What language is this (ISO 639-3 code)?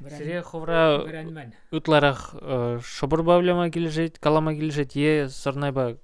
chv